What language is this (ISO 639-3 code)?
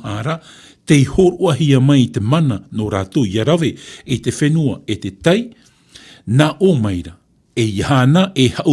tah